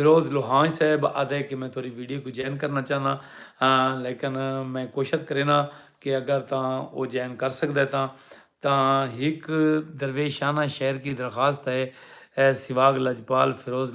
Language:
Saraiki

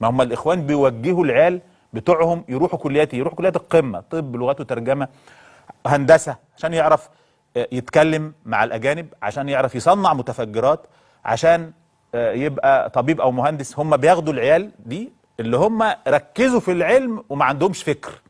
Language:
Egyptian Arabic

